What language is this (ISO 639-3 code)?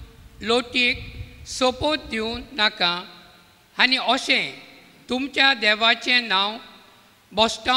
kok